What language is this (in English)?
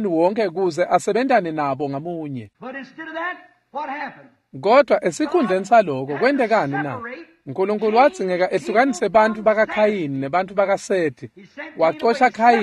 Swati